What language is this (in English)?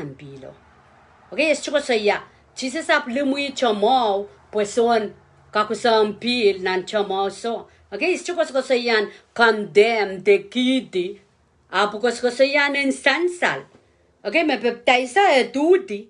Pohnpeian